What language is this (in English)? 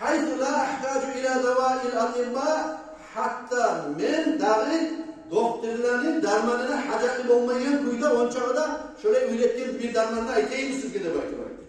Kumyk